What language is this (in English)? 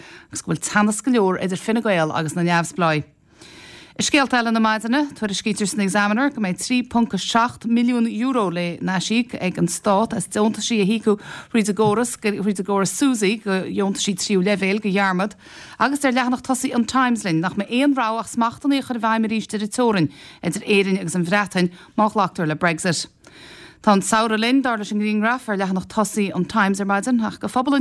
Irish